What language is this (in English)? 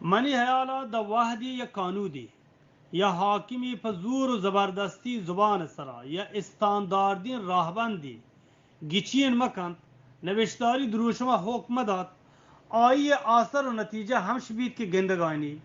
Eastern Balochi